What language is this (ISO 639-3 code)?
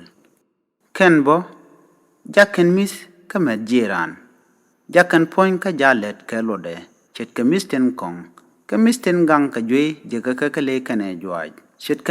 nus